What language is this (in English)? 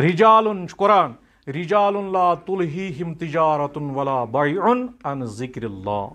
Kashmiri